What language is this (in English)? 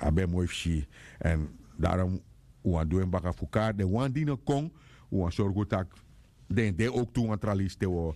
Sranan Tongo